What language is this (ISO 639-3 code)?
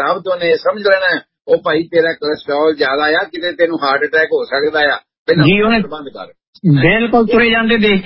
pan